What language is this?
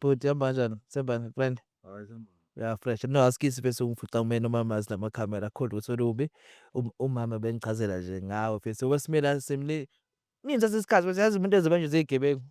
Zulu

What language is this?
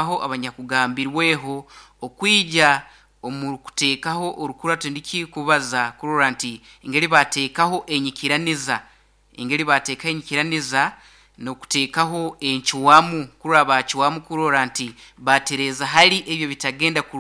Nyoro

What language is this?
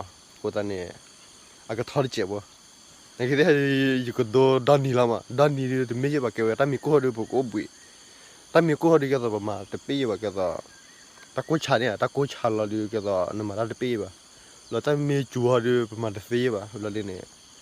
S'gaw Karen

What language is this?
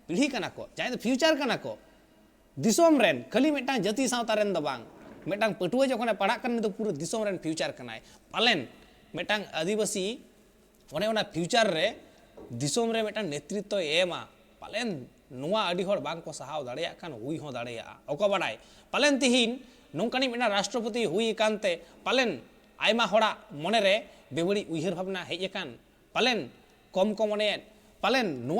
Santali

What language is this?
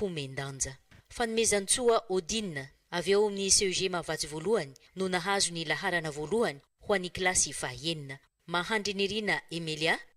Malagasy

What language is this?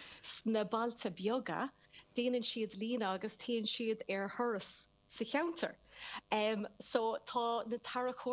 Irish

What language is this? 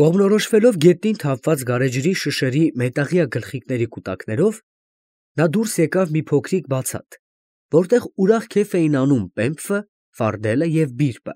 Armenian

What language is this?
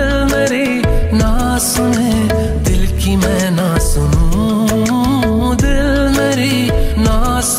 Hindi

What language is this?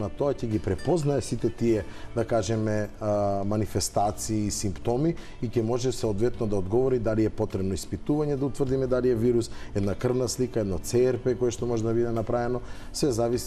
Macedonian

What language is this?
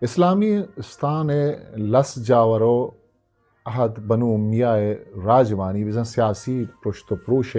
Eastern Balochi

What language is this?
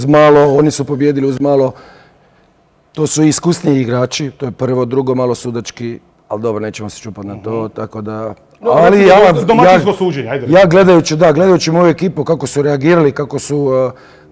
Croatian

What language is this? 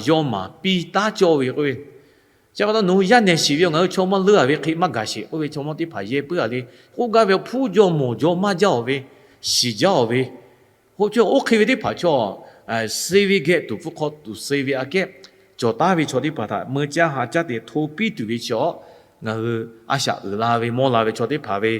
Lahu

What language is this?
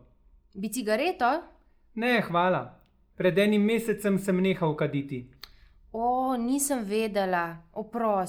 Slovenian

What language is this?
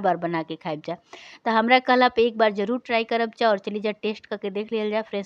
Bhojpuri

